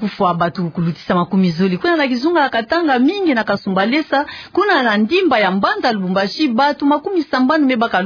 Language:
Kituba (Democratic Republic of Congo)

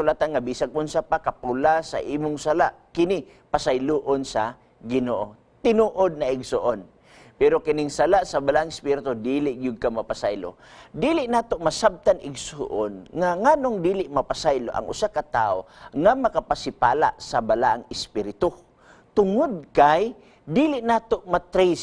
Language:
Cebuano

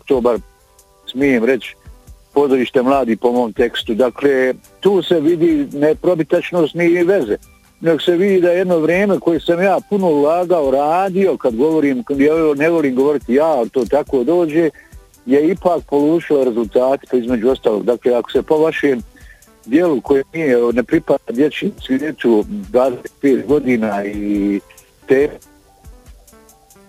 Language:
Bosnian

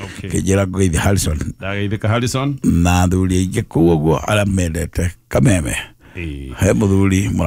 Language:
Kikuyu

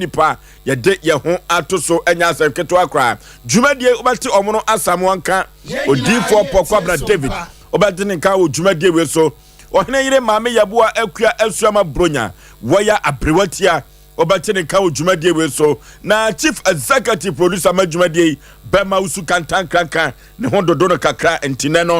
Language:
Akan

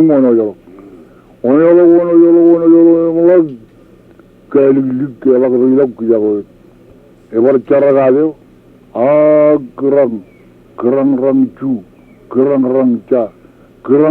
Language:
Marshallese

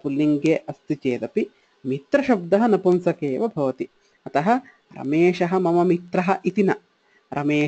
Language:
Sanskrit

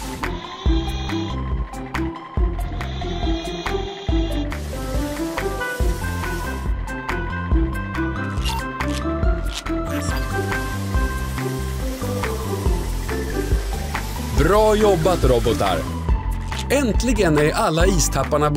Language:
Swedish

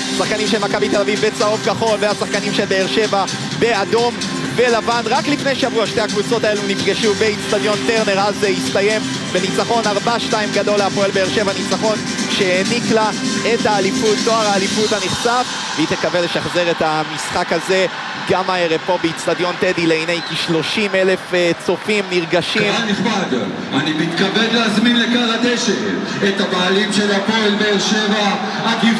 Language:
Hebrew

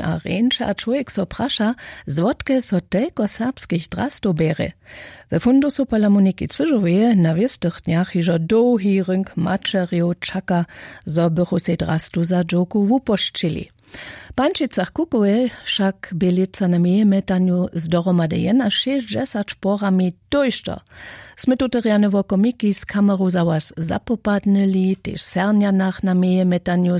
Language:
Upper Sorbian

